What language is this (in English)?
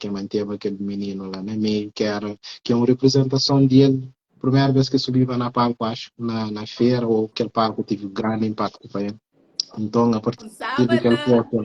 Kabuverdianu